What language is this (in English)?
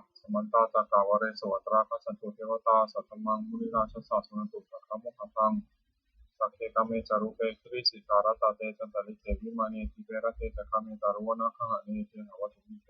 Pali